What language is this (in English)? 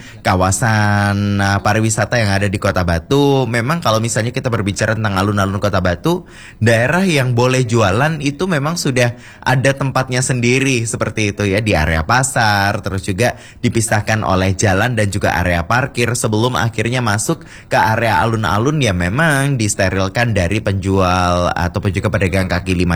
Indonesian